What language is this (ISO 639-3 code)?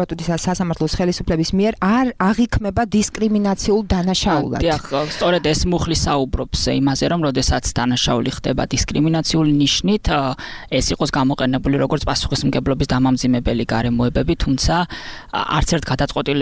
kat